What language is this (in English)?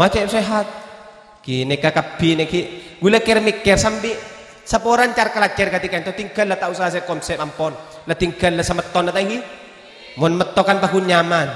Madurese